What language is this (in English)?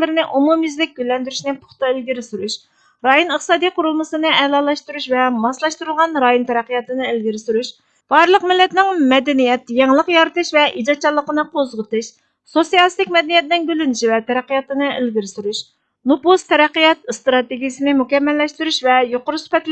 Uyghur